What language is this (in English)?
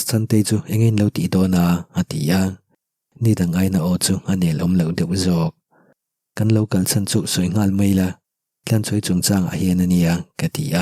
Mizo